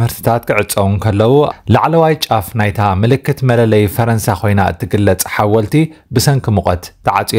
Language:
Tigrinya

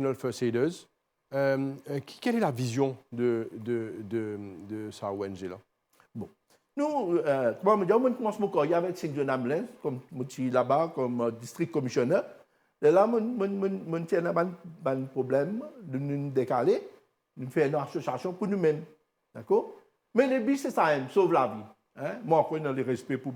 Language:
Morisyen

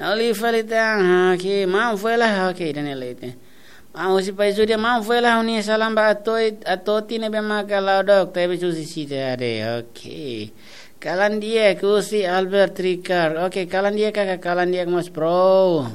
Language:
Tetum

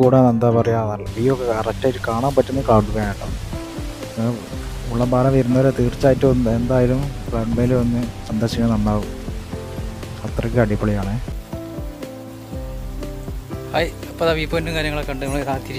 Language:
Malayalam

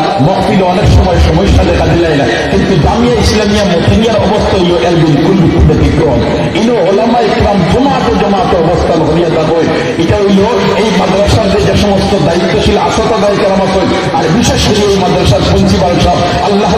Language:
Sylheti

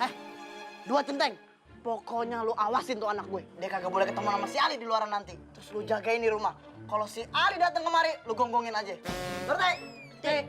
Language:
Betawi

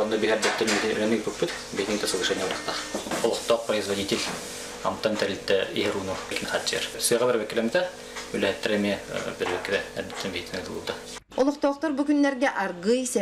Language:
Yakut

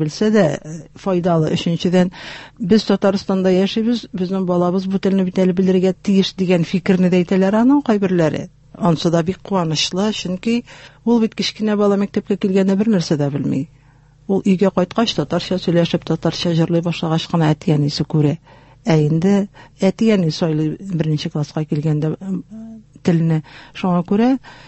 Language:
Tatar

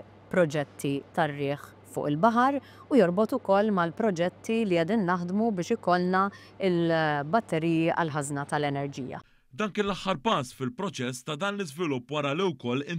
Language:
Maltese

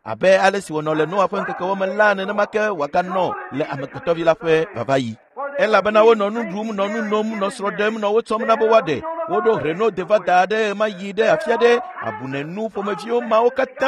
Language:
Ewe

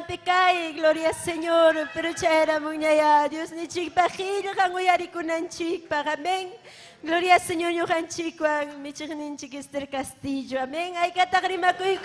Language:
Ayacucho Quechua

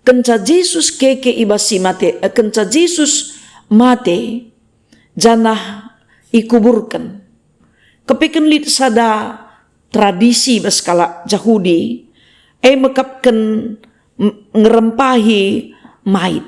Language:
Batak Karo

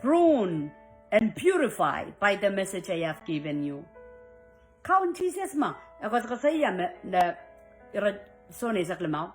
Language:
Pohnpeian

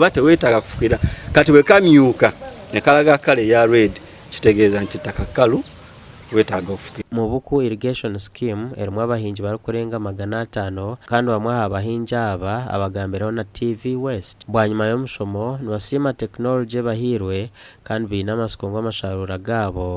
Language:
Nyankole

